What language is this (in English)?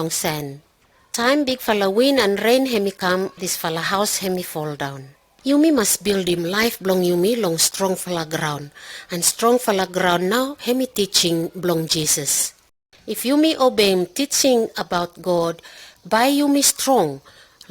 Pijin